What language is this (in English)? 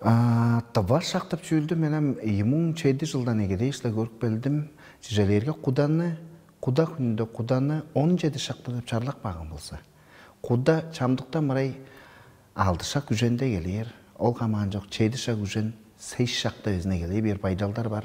Tuvinian